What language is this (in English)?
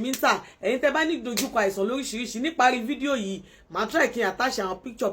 Yoruba